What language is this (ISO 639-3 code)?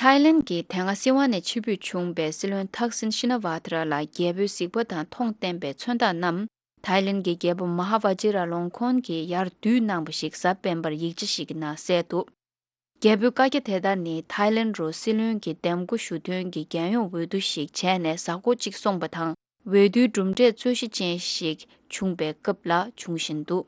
bod